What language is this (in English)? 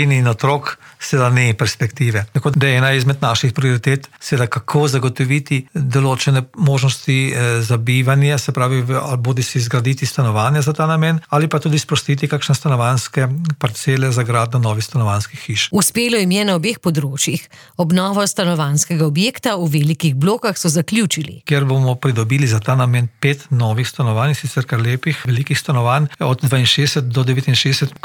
Slovenian